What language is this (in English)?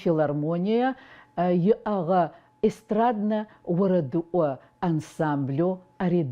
Adyghe